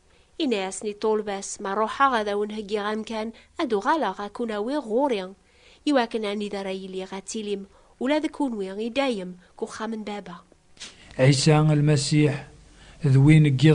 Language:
Kabyle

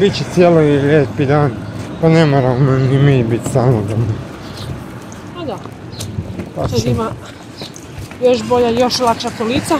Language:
Croatian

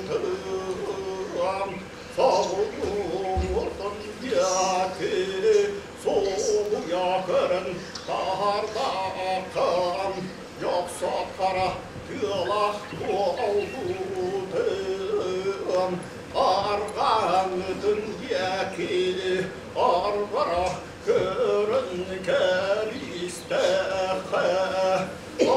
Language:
Yakut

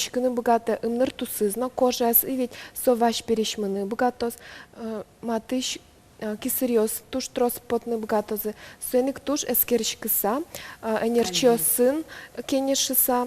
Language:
Udmurt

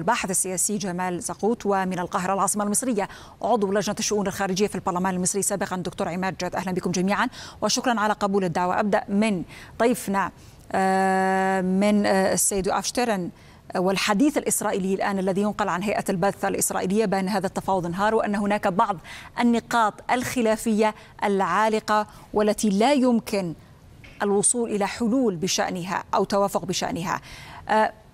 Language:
Arabic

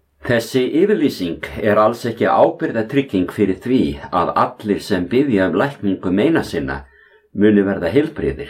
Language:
Icelandic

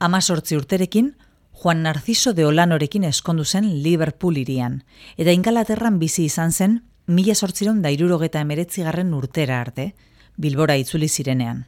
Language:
Basque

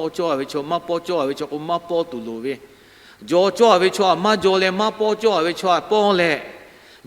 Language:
Lahu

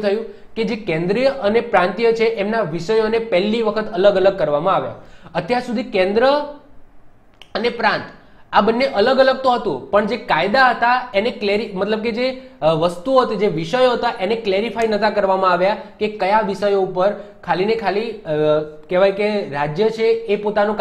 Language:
Gujarati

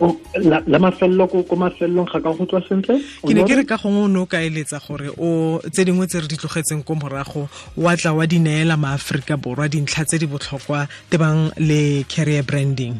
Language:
Tswana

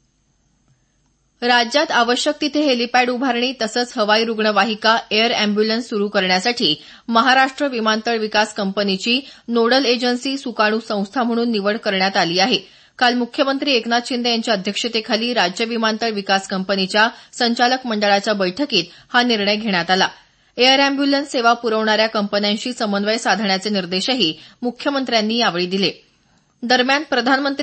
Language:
Marathi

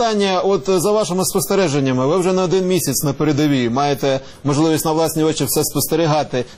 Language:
Ukrainian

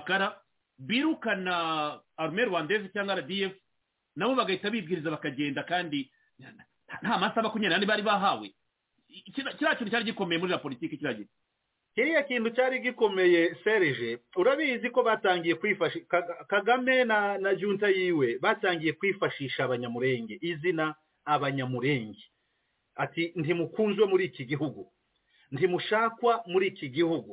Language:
Kinyarwanda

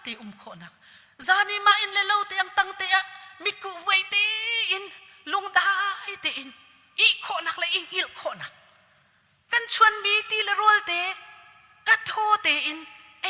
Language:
Hakha Chin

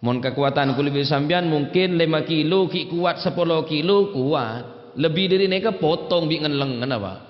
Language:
Madurese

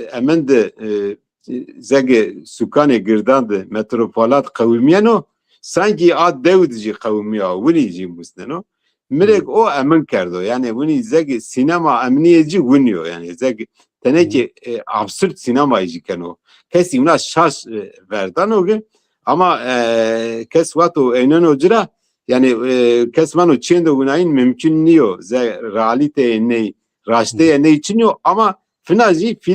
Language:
Zaza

